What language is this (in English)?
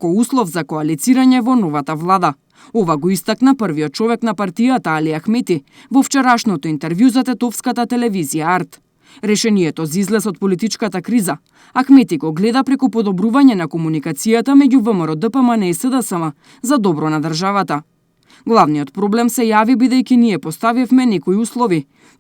Macedonian